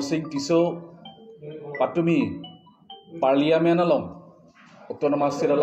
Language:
Karbi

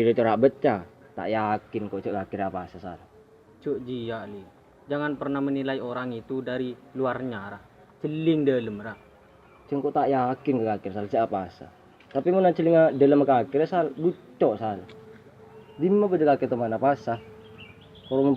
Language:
Madurese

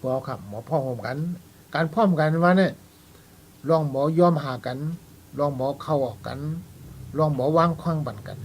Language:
Shan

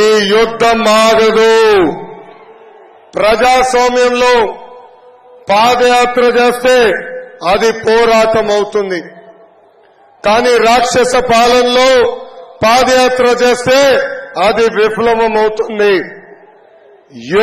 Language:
Telugu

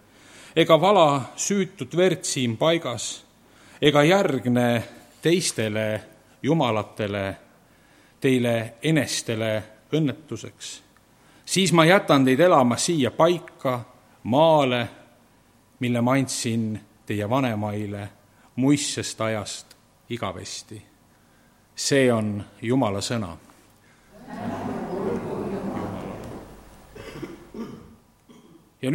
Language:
Estonian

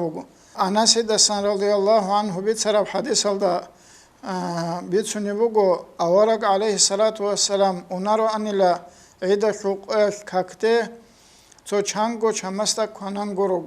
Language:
Avaric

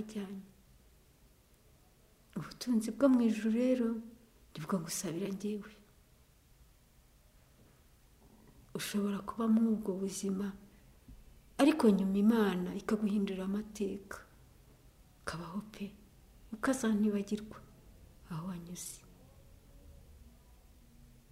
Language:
Kinyarwanda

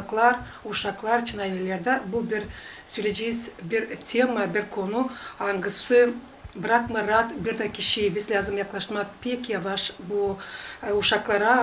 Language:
Gagauz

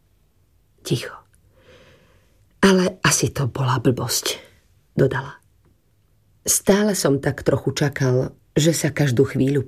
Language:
Slovak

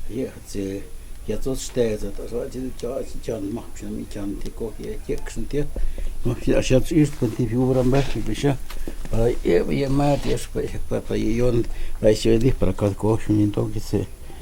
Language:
Totontepec Mixe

